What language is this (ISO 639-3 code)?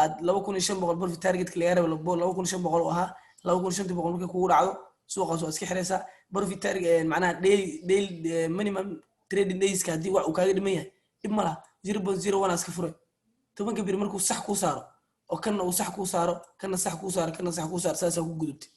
som